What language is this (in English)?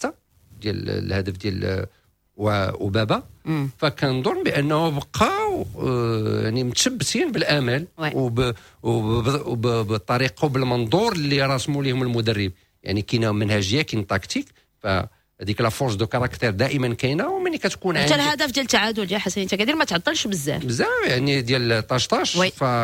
Moroccan Arabic